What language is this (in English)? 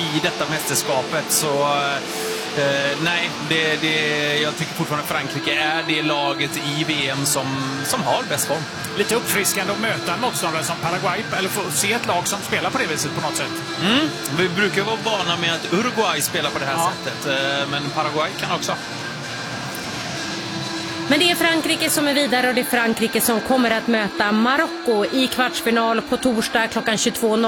Swedish